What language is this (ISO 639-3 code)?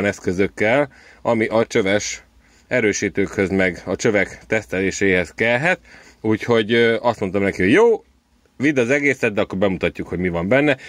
hun